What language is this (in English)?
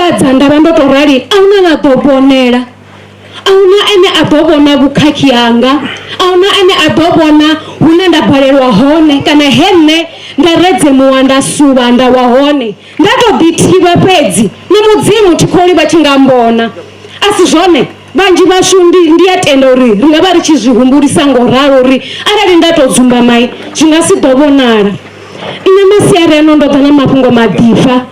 Venda